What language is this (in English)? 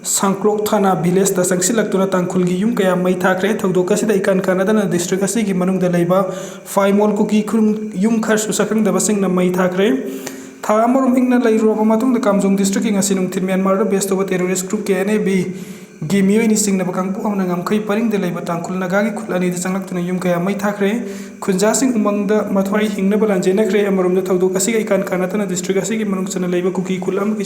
Manipuri